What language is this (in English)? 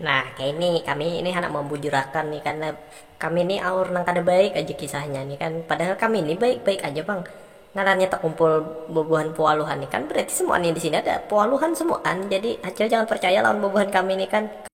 Banjar